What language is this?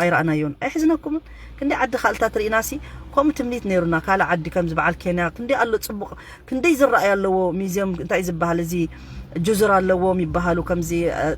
Tigrinya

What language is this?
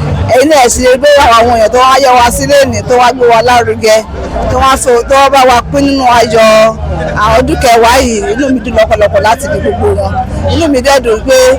Yoruba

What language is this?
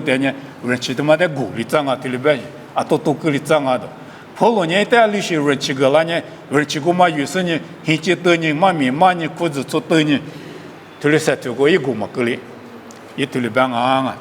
Lisu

